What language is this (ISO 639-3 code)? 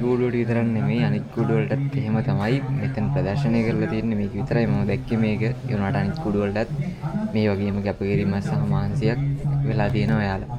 sin